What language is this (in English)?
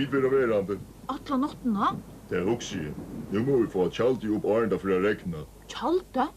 Faroese